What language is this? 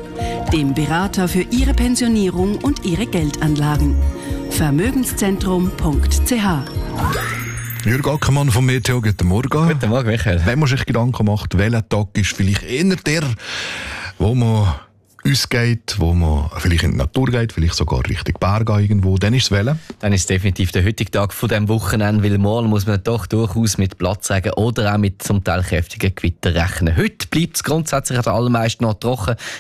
German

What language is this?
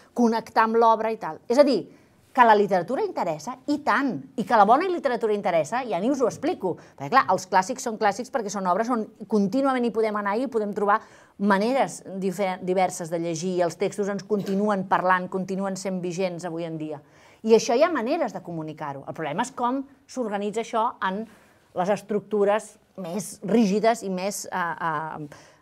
Catalan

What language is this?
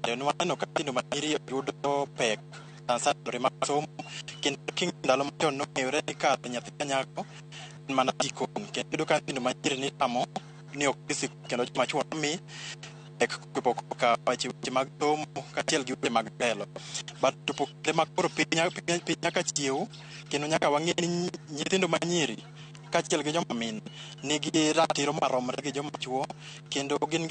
Luo (Kenya and Tanzania)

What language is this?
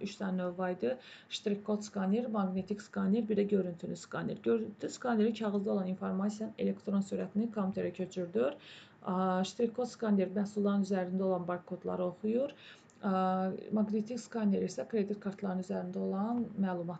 Azerbaijani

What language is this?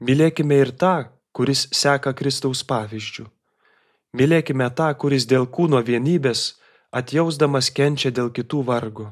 Lithuanian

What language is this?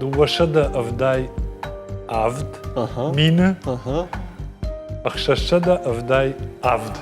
Ossetic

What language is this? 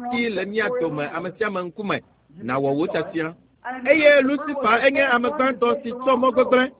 Ewe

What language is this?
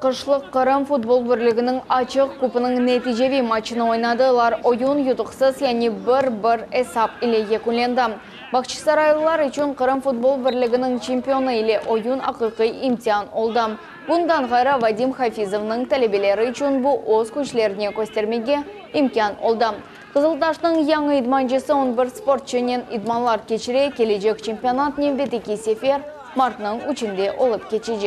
Crimean Tatar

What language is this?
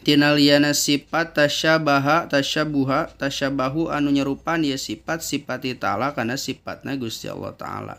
Sundanese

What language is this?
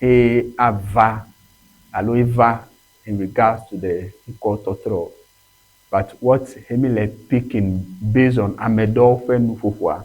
Ewe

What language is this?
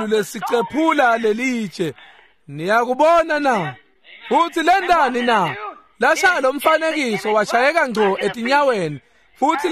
Swati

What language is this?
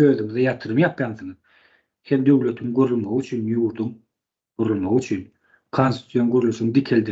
Turkmen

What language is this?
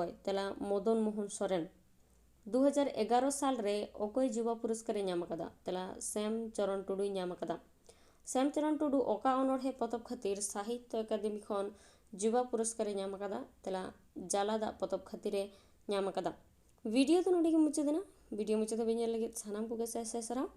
Santali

